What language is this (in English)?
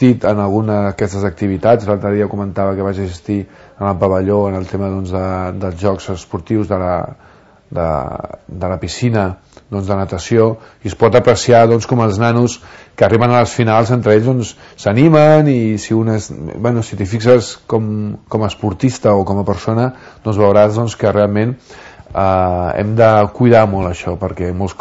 Catalan